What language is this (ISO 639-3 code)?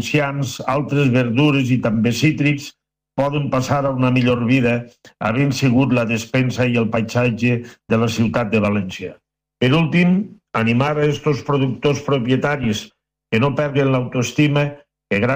cat